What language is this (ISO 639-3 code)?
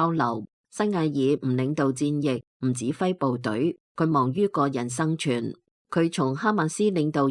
yue